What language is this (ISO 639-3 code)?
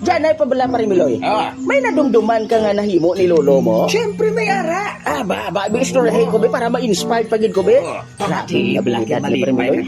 hil